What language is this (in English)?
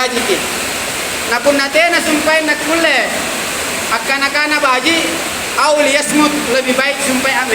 Makasar